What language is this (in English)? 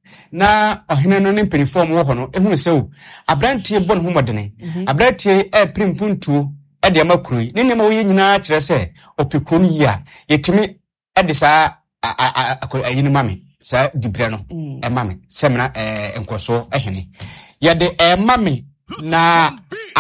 Akan